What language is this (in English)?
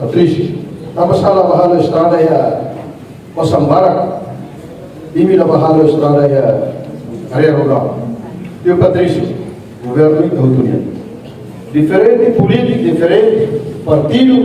Tetum